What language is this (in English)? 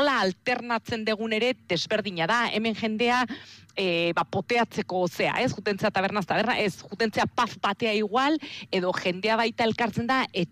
Basque